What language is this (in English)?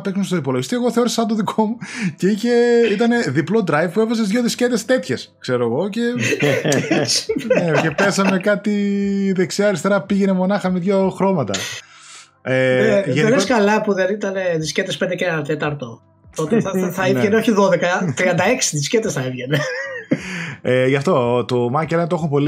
Greek